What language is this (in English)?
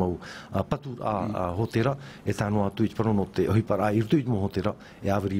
Tahitian